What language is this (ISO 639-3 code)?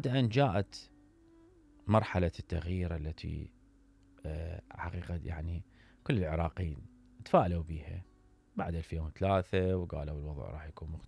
acm